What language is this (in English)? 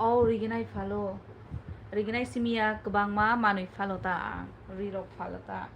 Kok Borok